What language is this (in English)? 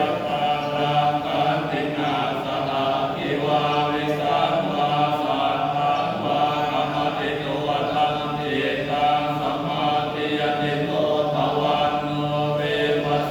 Pali